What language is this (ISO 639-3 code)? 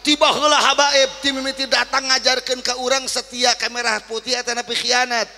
sun